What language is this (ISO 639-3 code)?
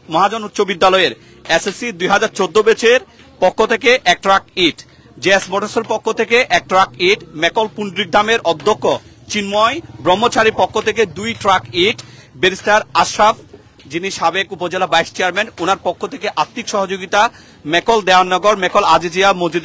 ben